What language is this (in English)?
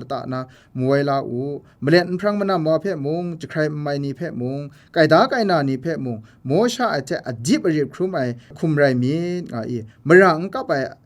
Kachin